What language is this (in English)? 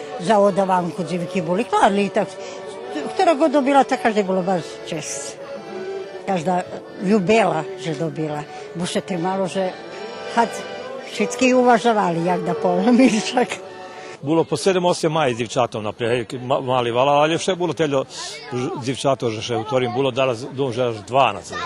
Rusyn